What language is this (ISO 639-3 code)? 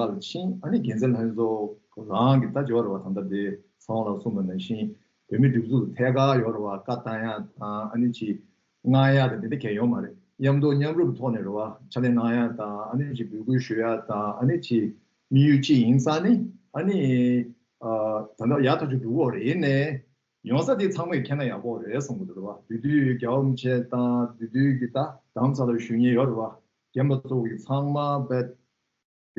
bod